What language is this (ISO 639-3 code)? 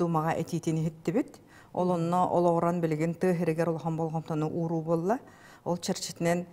sah